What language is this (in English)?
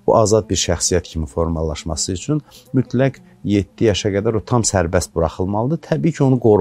Azerbaijani